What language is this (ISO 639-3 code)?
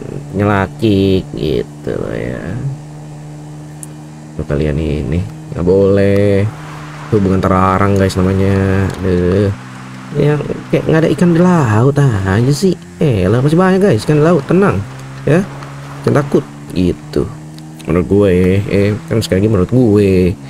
ind